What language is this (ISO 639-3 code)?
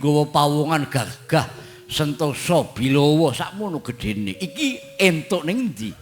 jav